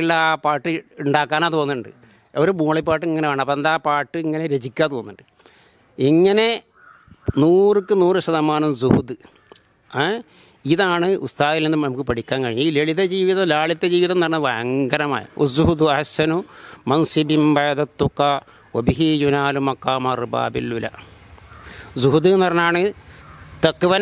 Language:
Malayalam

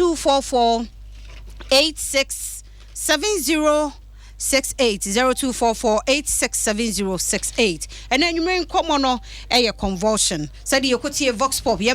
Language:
Akan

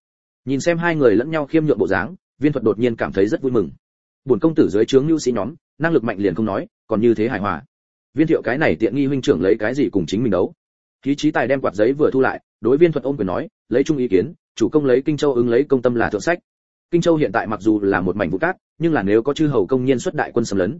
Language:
Vietnamese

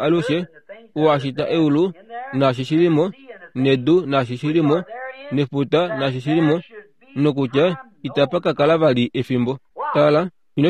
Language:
Kuanyama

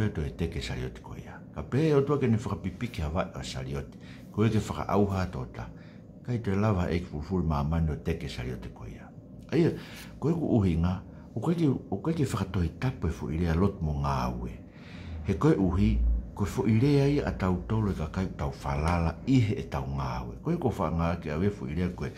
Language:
Tongan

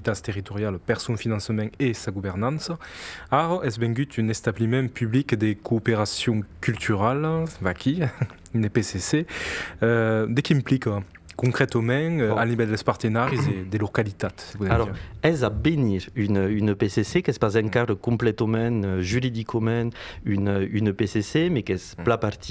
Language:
Occitan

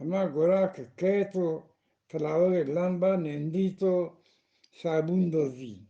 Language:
Eastern Balochi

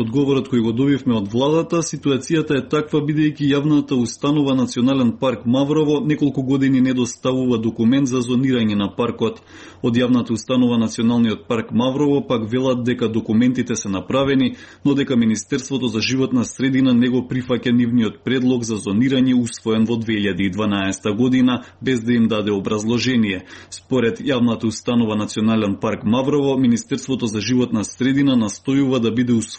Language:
Macedonian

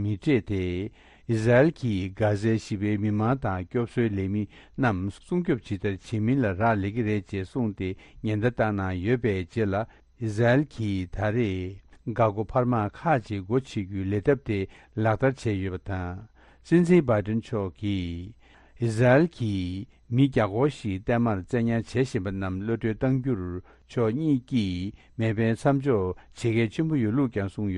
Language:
Tibetan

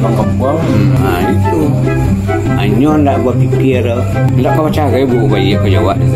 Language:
Minangkabau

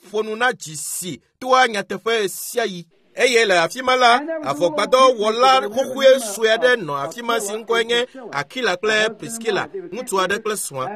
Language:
Ewe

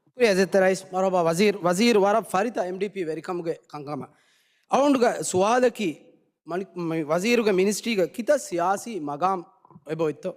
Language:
Divehi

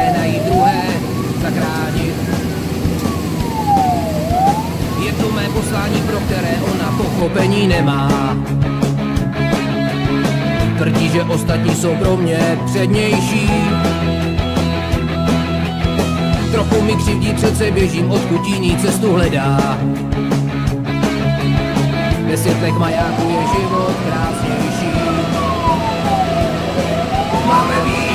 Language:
Czech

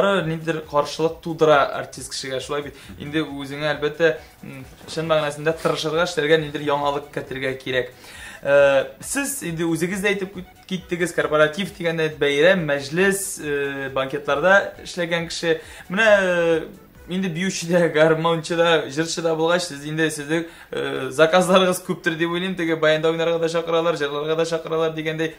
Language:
Tatar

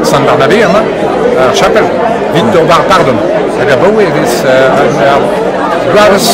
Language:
Breton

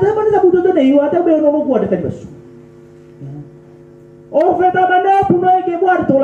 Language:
Nias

